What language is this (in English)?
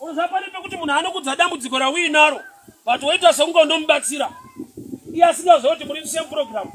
Shona